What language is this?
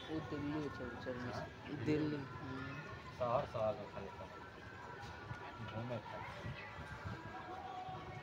Bhojpuri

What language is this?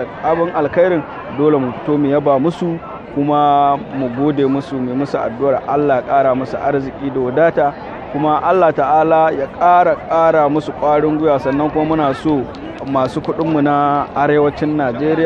Hausa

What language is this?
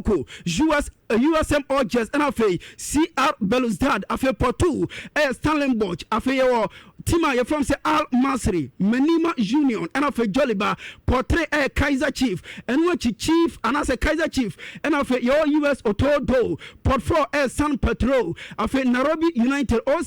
Akan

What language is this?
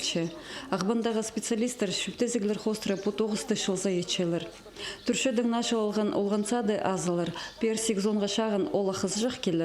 Khakas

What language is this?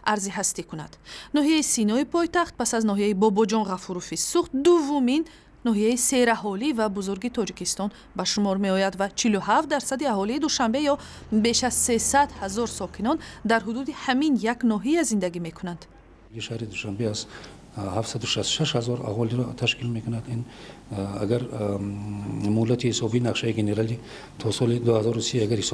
Tajik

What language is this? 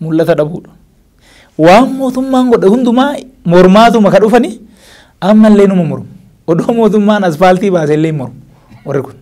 Oromo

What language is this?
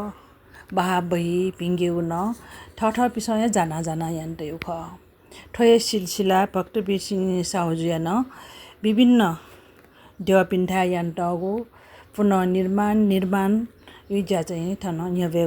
Newari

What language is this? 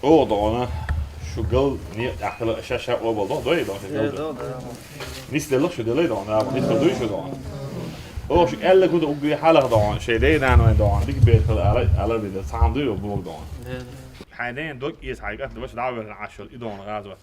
Chechen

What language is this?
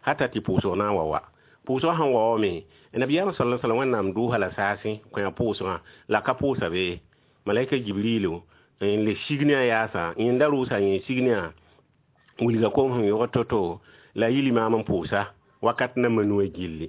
Mossi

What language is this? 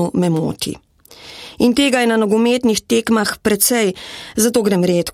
Slovenian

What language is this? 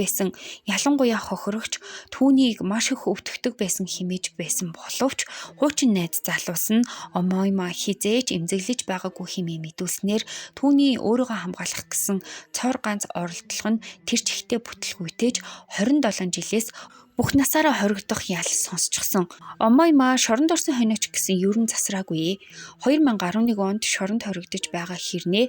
Mongolian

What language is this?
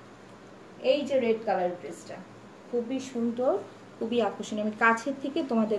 Bangla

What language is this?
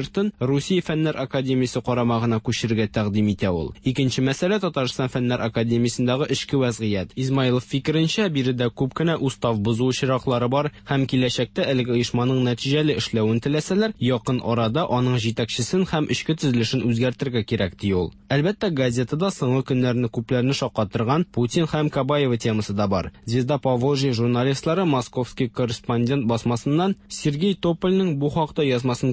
Tatar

